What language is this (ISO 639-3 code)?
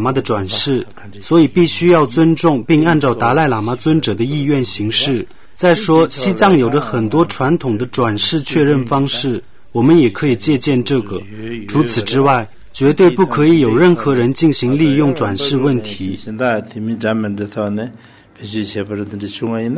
zho